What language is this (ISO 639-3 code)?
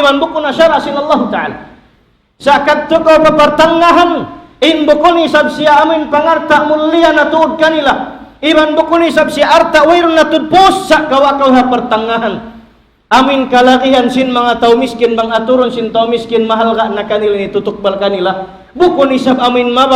tsg